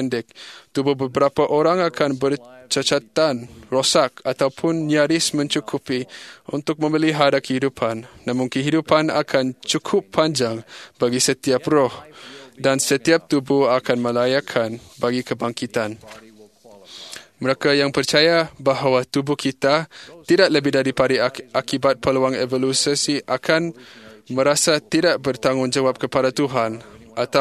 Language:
Malay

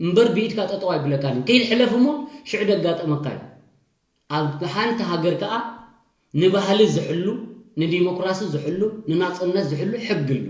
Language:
Tigrinya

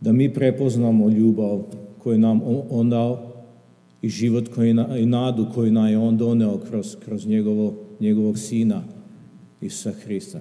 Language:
Serbian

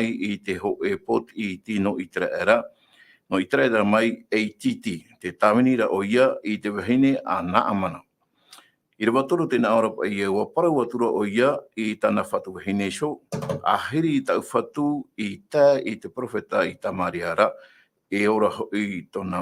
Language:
Tahitian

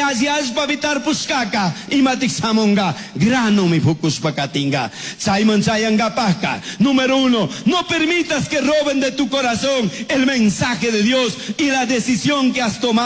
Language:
Chimborazo Highland Quichua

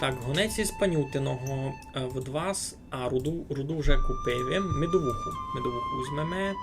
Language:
Rusyn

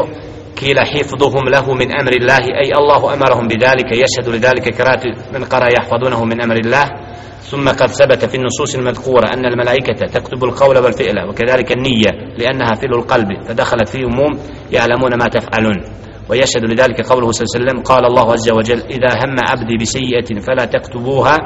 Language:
Bosnian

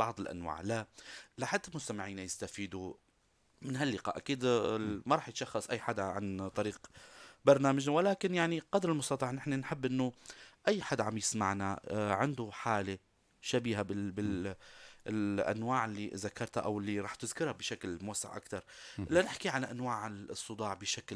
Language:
North Levantine Arabic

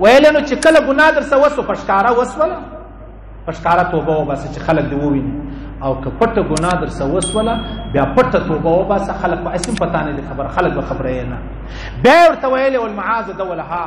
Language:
Pashto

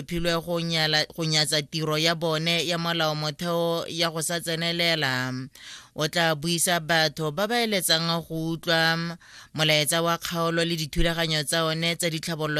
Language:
Tswana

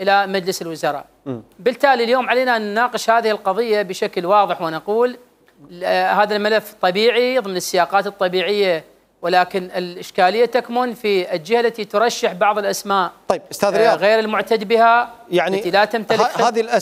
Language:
Mesopotamian Arabic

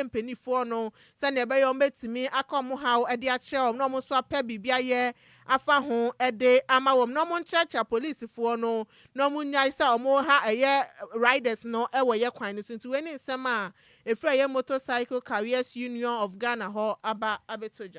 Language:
Akan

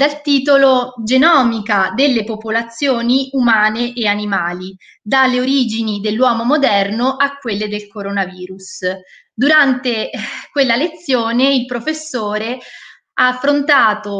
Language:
Italian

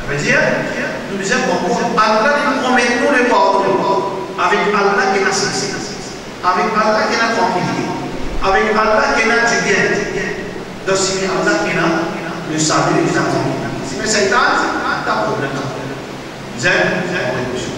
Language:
Morisyen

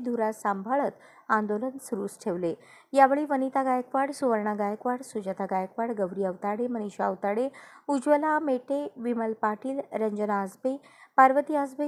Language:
Marathi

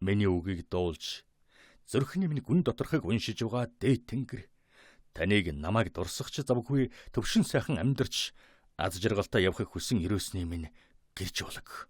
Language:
Mongolian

